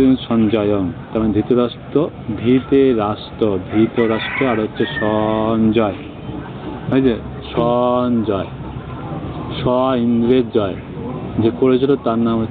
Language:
Bangla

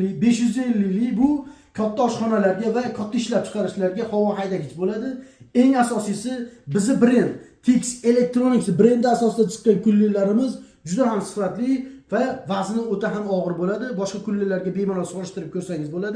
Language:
Uzbek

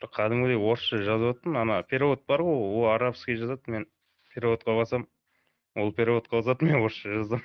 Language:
Kara-Kalpak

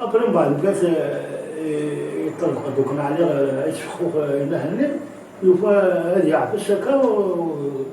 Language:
Kabyle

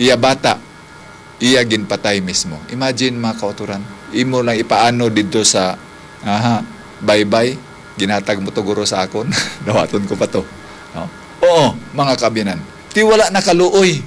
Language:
Hiligaynon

